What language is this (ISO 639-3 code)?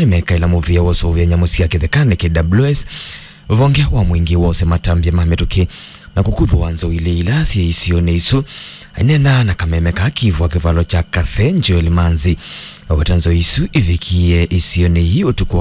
kam